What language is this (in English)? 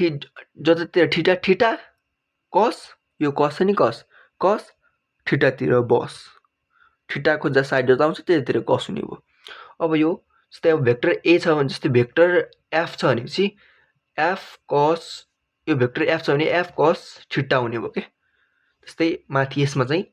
Nepali